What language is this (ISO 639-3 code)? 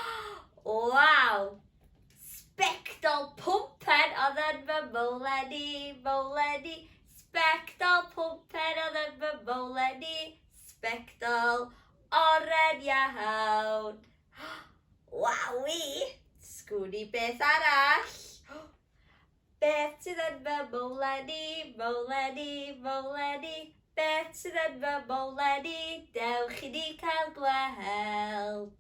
cym